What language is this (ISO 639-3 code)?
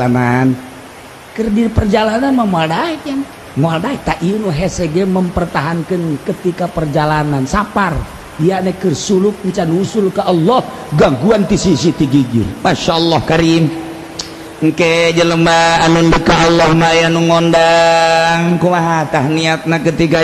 sun